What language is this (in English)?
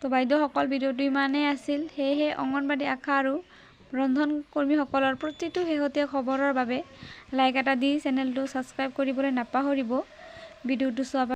Assamese